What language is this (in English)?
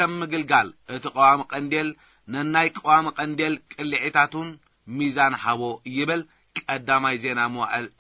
Tigrinya